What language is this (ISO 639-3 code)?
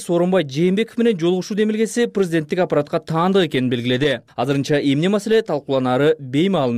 kir